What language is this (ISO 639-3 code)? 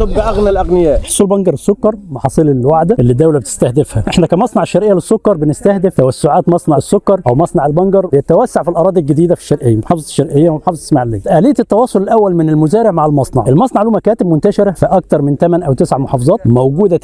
arz